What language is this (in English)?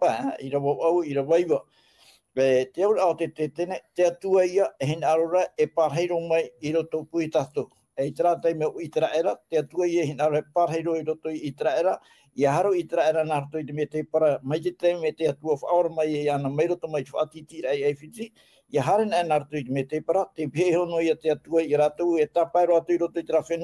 Tahitian